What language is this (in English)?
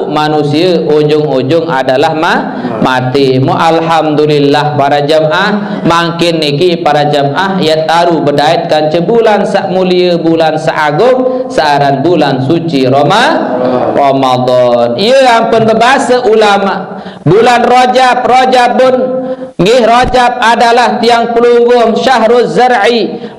Sasak